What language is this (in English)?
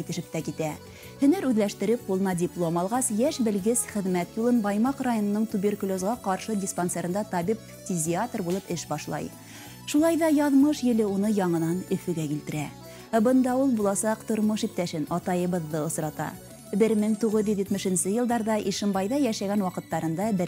Bashkir